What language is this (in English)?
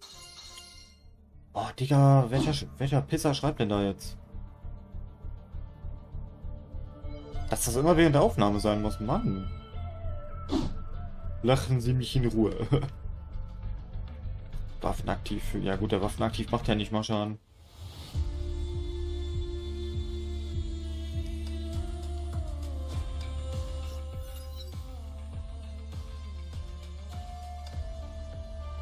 German